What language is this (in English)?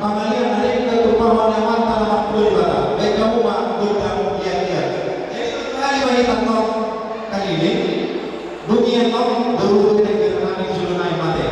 Batak Toba